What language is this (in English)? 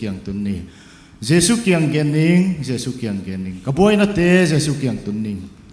Paite Chin